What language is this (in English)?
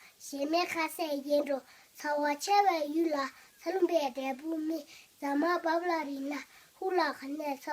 Tibetan